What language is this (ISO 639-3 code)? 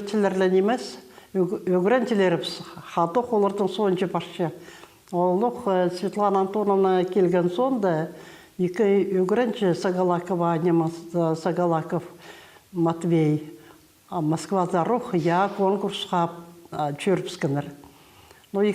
kjh